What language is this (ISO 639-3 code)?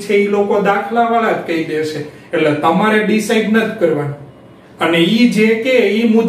guj